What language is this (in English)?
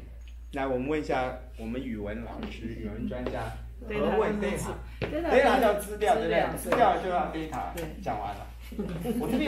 Chinese